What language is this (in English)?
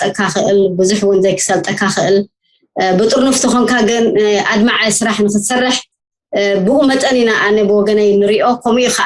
Tigrinya